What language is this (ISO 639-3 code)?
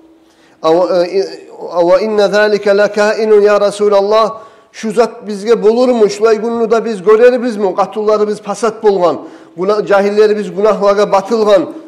kum